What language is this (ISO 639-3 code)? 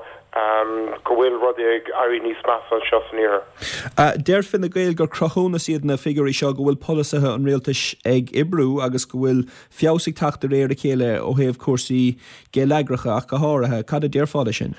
gle